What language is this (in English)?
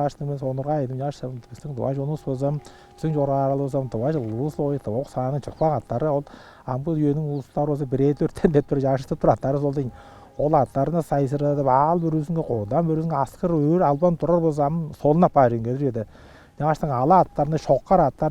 Tuvinian